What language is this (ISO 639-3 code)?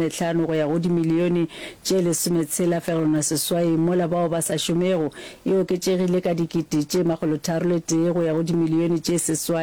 nso